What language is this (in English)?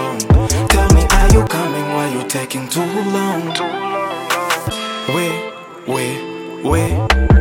Swahili